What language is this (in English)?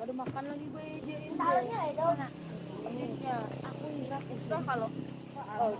Banjar